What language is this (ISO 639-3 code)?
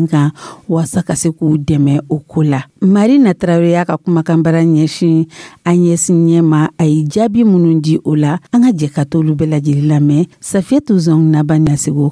dyu